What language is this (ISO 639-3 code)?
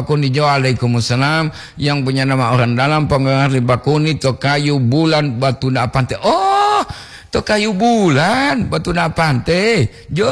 gor